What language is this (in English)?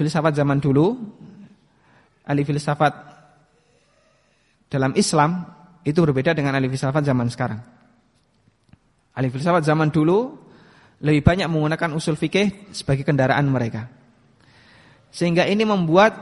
Indonesian